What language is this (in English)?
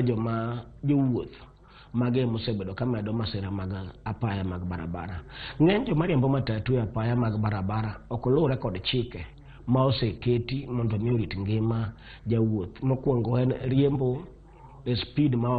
Luo (Kenya and Tanzania)